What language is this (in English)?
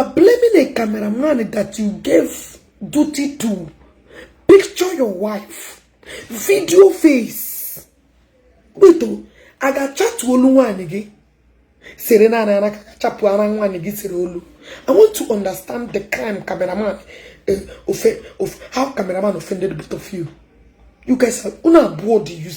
Igbo